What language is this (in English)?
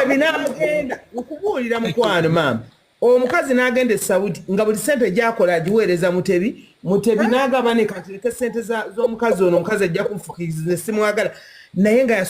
Ganda